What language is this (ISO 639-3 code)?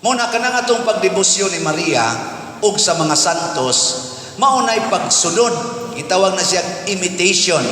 ceb